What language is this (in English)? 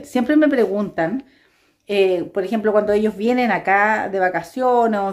Spanish